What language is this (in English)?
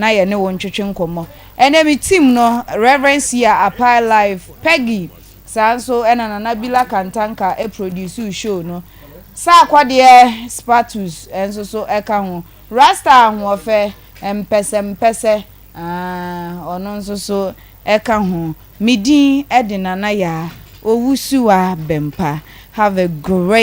Akan